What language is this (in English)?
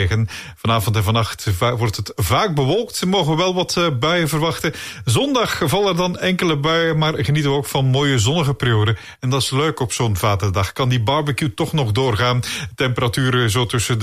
Dutch